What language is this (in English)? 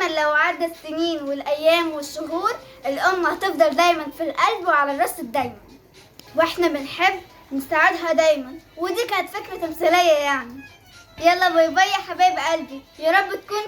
Egyptian Arabic